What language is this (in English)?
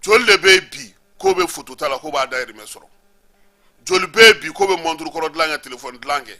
Bambara